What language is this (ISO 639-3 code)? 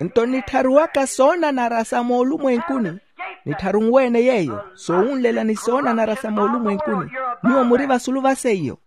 vmw